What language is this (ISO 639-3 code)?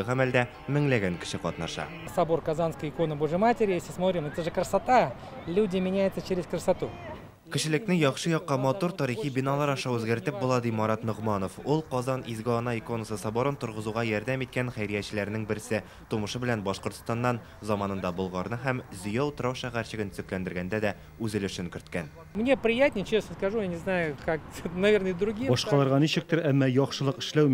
tat